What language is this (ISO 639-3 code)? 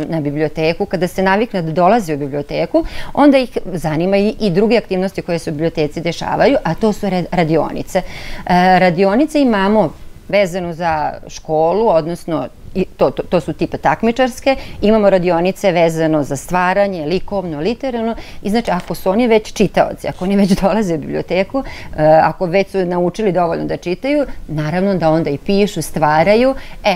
srp